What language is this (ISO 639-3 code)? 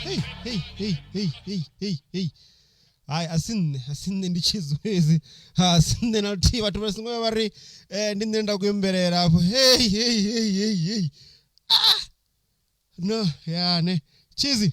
ven